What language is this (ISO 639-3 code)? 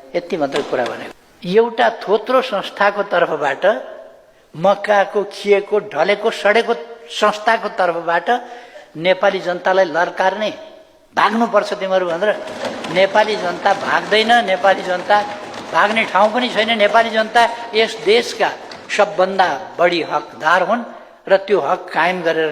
nep